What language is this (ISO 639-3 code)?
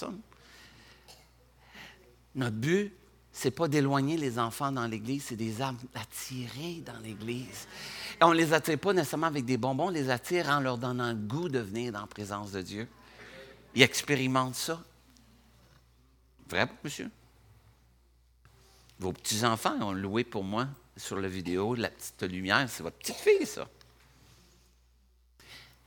fra